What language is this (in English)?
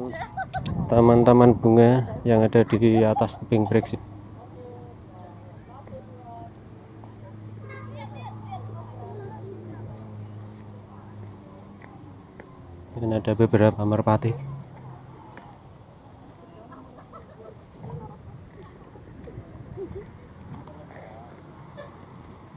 Indonesian